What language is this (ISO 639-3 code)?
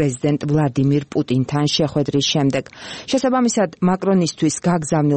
kat